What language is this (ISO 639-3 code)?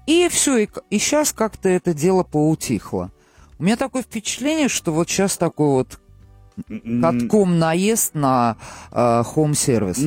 rus